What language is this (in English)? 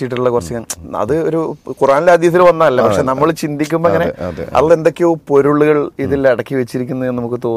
Malayalam